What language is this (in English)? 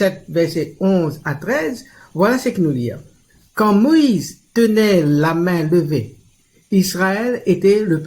Morisyen